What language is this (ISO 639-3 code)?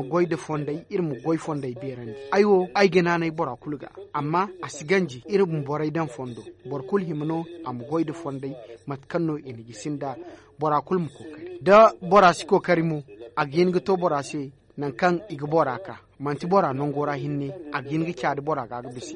dje